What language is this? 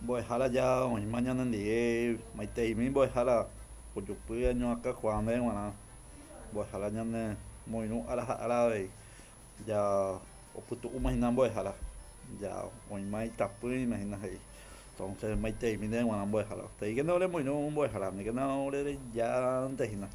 Guarani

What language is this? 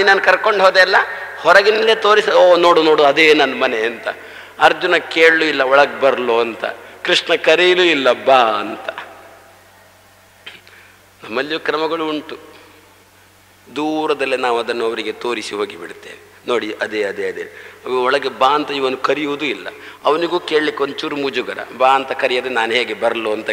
Kannada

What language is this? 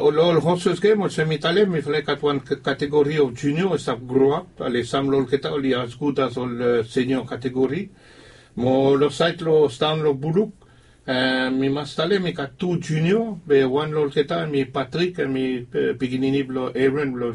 Bislama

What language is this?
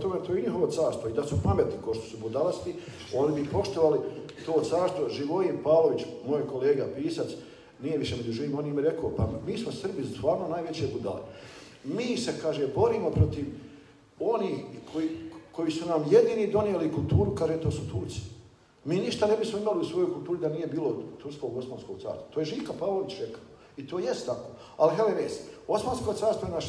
Bosnian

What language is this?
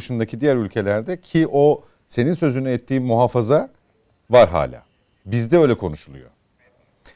Turkish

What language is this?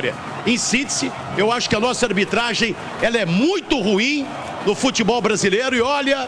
Portuguese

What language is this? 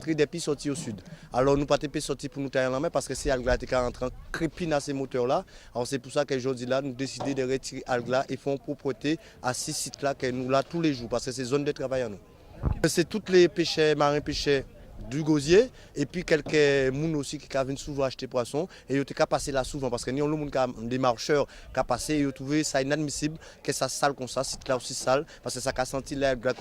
Guadeloupean Creole French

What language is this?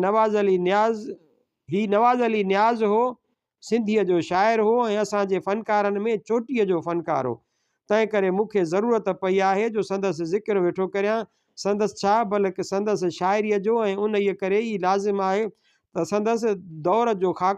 Sindhi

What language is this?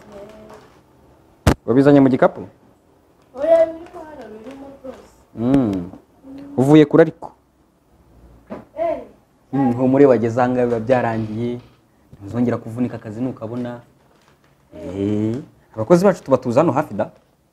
Kinyarwanda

